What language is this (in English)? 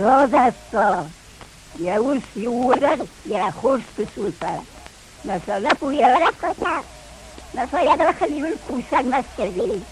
Ossetic